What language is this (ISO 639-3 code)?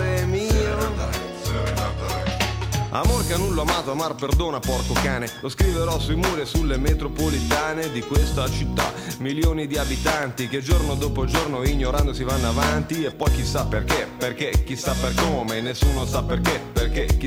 ita